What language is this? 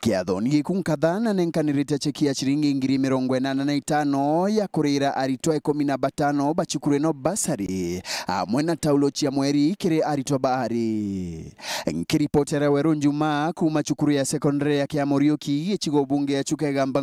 Meru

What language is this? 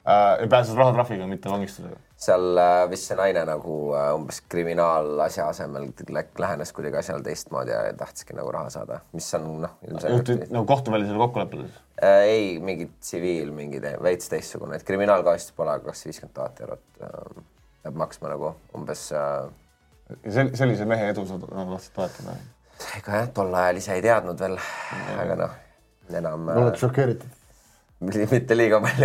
Estonian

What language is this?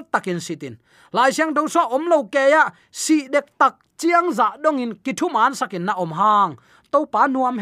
Tedim Chin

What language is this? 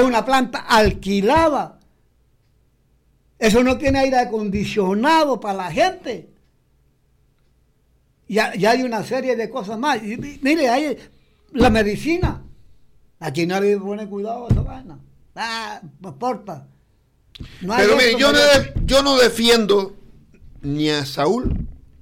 Spanish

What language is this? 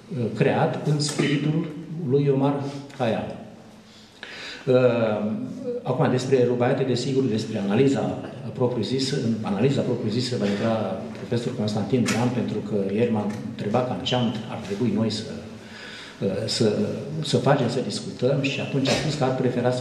Romanian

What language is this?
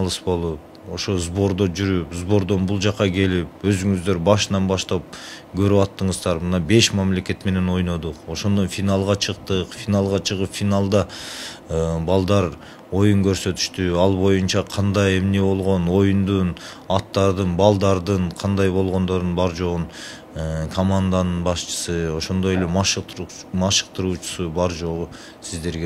Kyrgyz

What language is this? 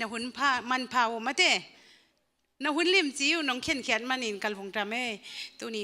Tedim Chin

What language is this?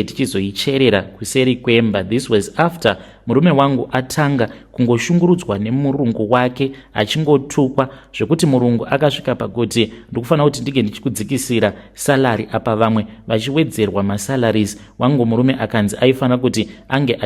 Shona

